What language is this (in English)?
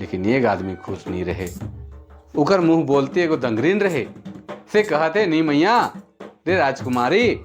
Sadri